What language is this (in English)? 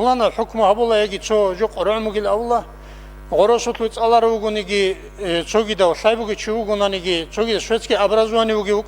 Avaric